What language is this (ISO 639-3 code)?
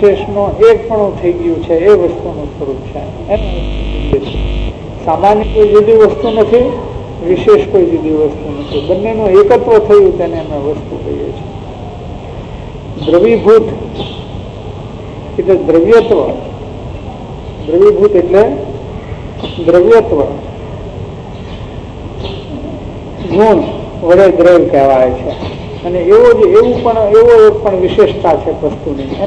guj